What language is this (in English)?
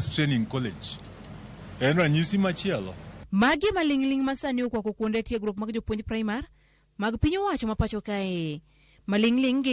Luo (Kenya and Tanzania)